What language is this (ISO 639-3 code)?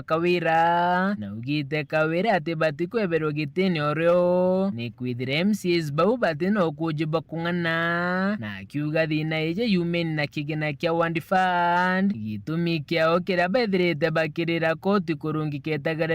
mer